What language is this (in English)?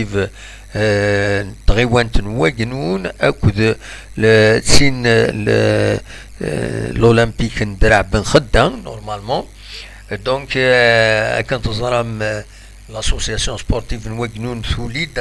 Kabyle